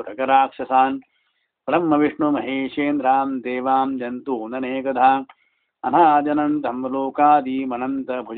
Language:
Sanskrit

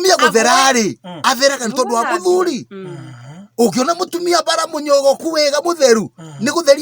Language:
Kikuyu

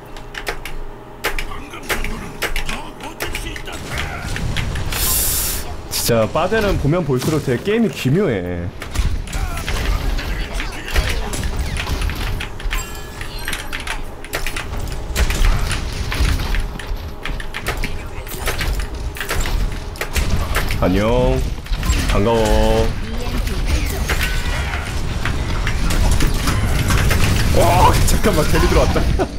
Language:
Korean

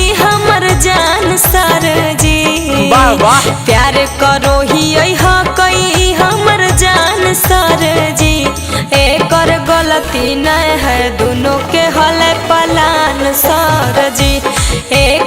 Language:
Magahi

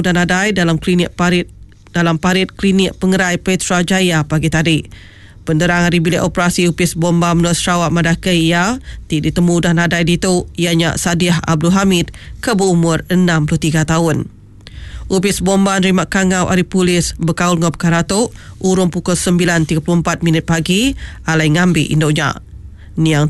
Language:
Iban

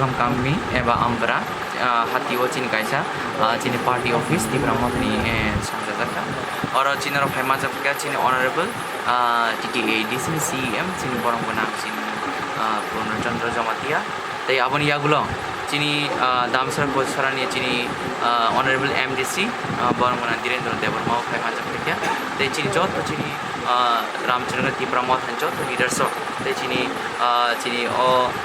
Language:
Kok Borok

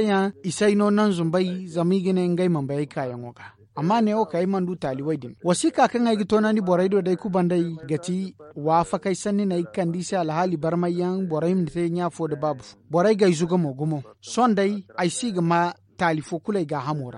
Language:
Zarma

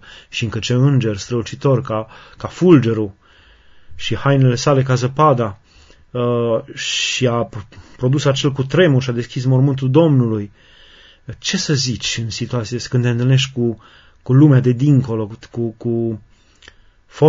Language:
Romanian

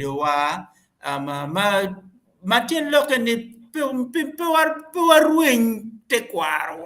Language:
Acoli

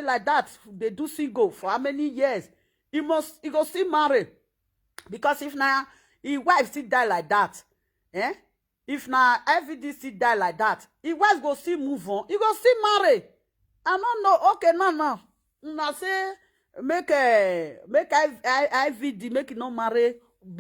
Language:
Nigerian Pidgin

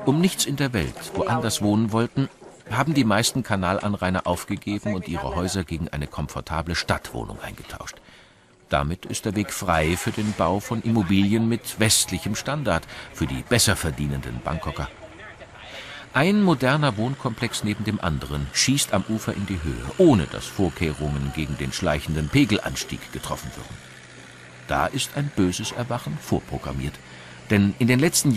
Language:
German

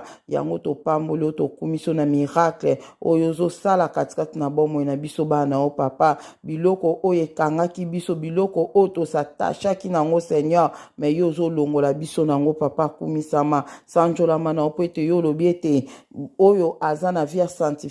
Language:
Lingala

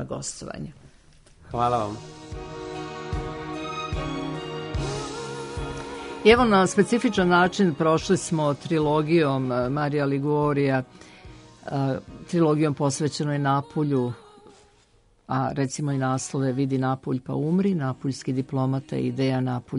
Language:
Croatian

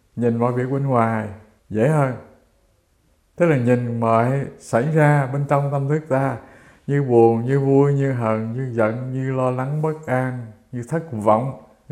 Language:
Vietnamese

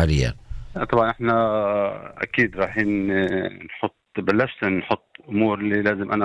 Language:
North Levantine Arabic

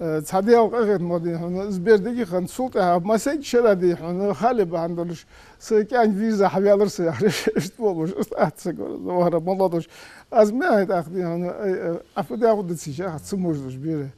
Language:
Ingush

